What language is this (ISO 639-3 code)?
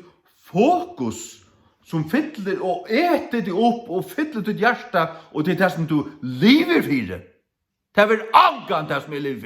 fao